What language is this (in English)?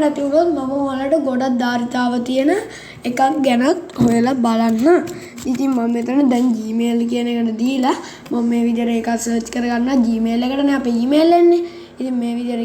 Sinhala